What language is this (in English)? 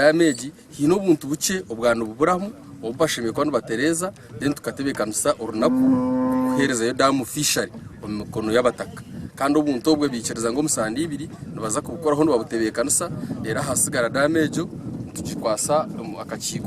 Nyankole